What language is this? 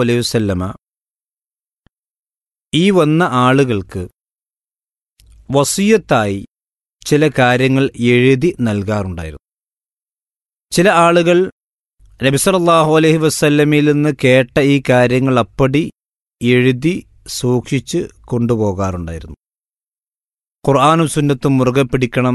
Malayalam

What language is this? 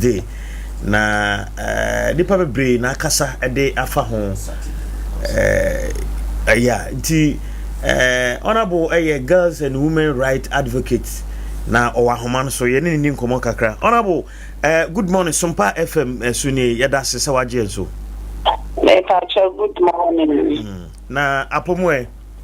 Akan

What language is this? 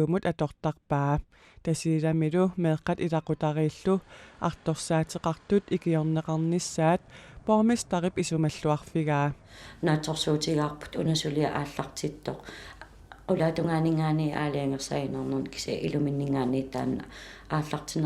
Kalaallisut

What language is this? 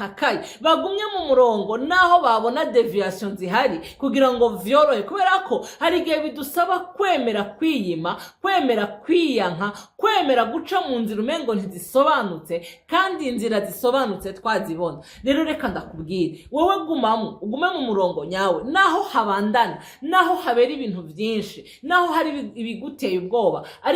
Rundi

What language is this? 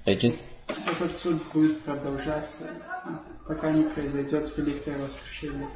Kabardian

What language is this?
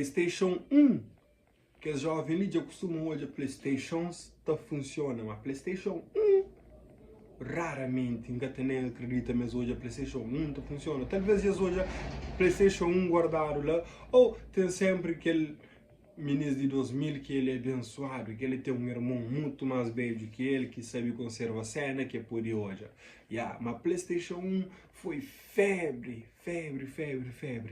Kabuverdianu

